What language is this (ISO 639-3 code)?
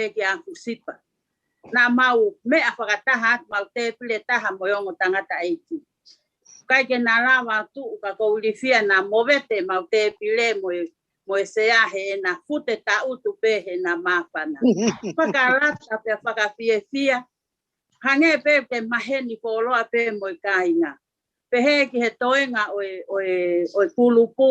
ton